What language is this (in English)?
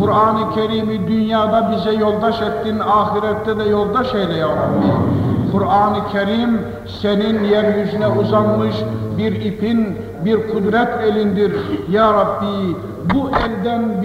Turkish